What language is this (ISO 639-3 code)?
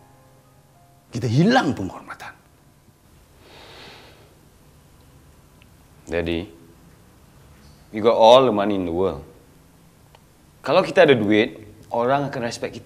msa